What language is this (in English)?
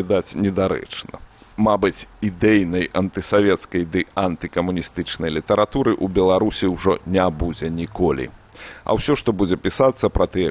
Belarusian